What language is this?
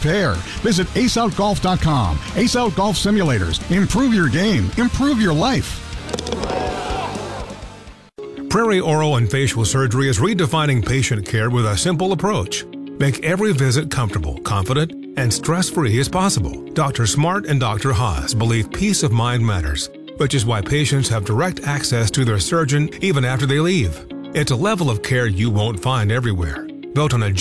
English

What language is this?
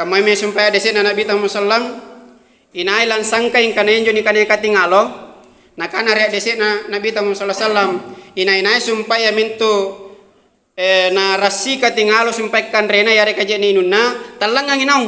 Makasar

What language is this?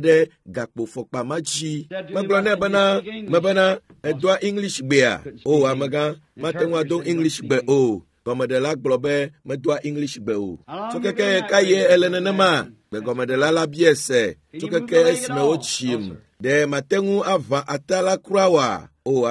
Ewe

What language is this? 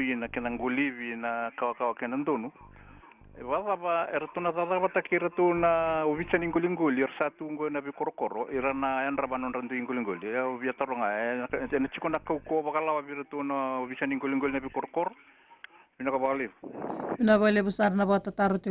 Fijian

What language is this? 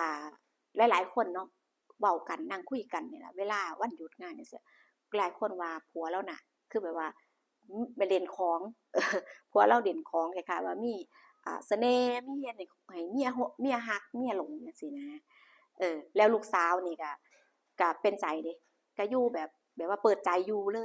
Lao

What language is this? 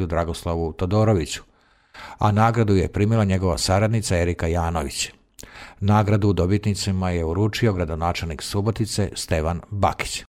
Serbian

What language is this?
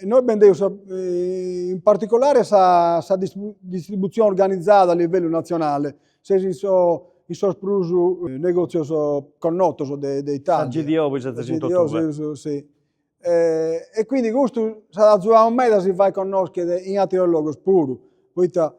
Sardinian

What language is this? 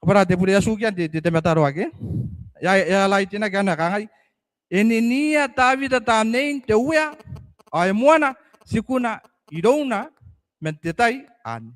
Gilbertese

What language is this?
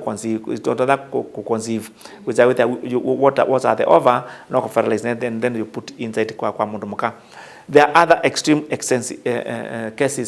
Kamba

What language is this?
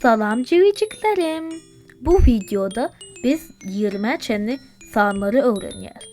Turkmen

